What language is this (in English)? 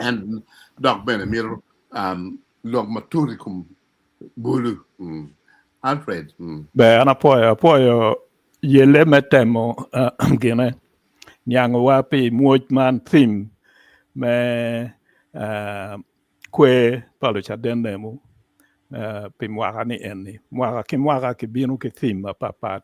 Acoli